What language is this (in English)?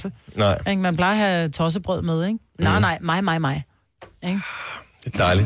Danish